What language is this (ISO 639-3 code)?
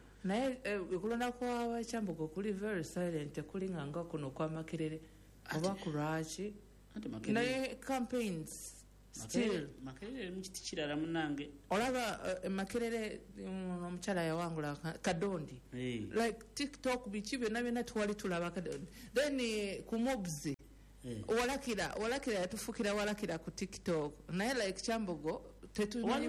lug